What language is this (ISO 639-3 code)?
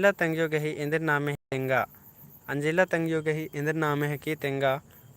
kru